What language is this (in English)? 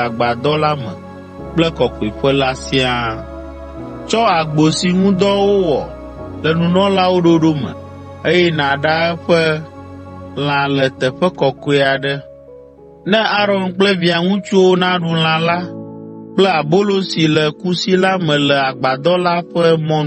Ewe